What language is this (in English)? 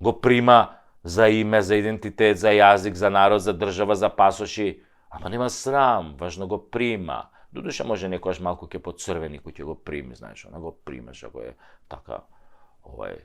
Macedonian